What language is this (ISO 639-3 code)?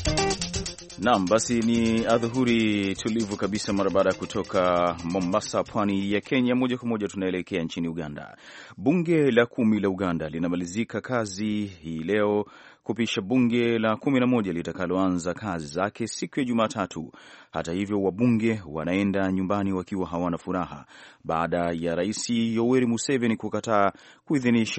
swa